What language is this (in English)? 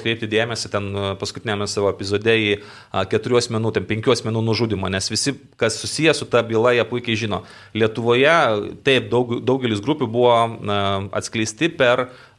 Lithuanian